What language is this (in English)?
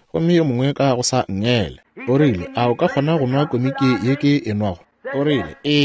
Northern Sotho